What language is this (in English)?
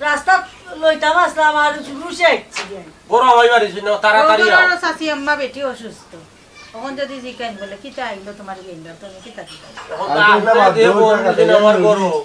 Sylheti